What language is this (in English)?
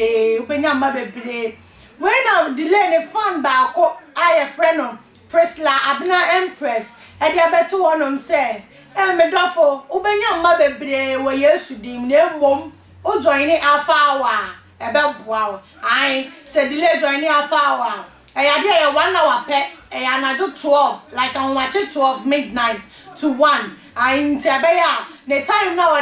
Akan